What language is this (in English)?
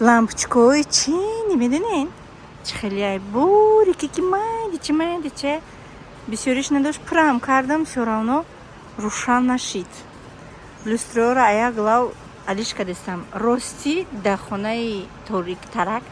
Tajik